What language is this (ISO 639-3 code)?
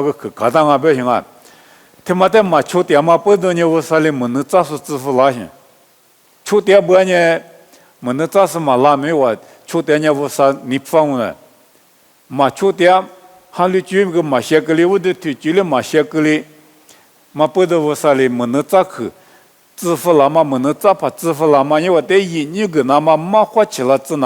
lis